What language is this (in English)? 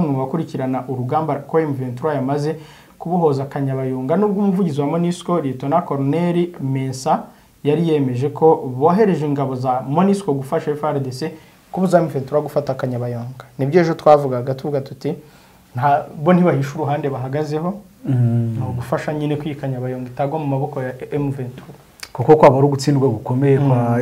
Kinyarwanda